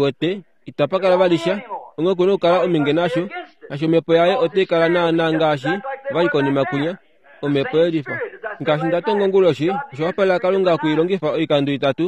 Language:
Kuanyama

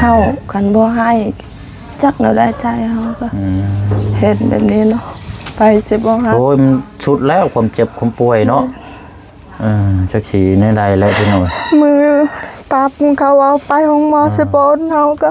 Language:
Lao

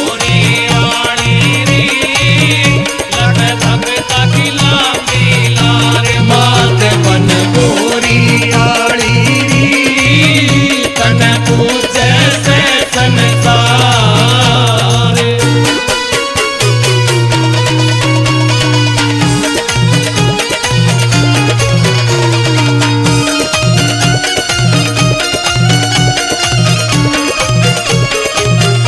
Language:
Haryanvi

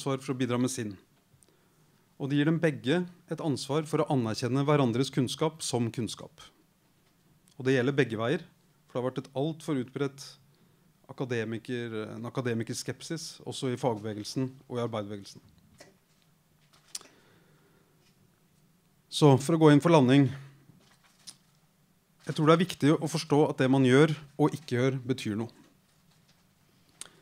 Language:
Norwegian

